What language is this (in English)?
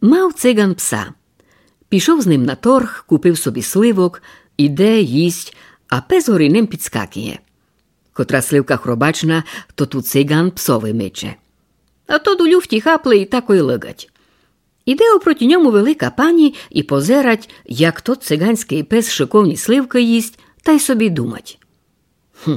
Rusyn